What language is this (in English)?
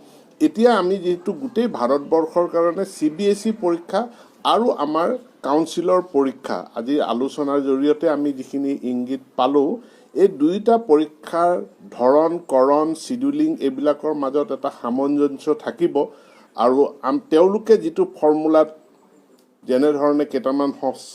Assamese